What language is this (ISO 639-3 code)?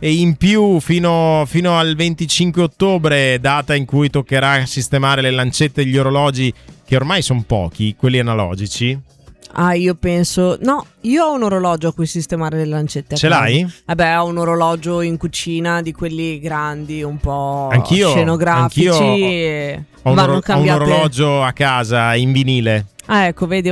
ita